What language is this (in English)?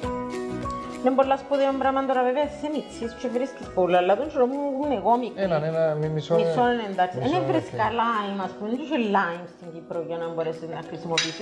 Greek